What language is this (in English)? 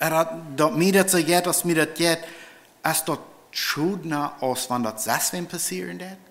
Plautdietsch